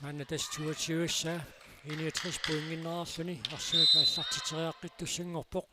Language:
Kalaallisut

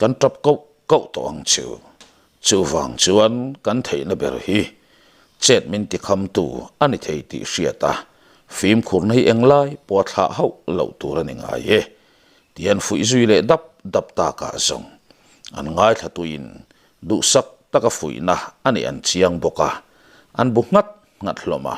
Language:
Mizo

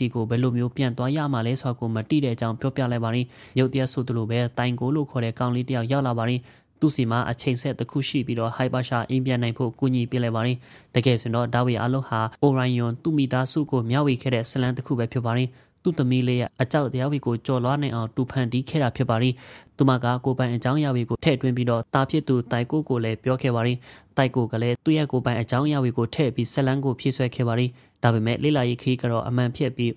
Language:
Burmese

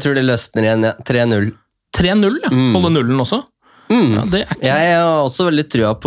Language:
Norwegian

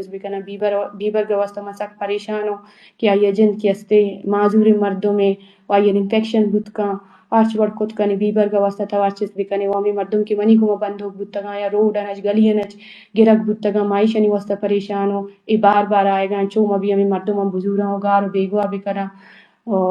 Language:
Eastern Balochi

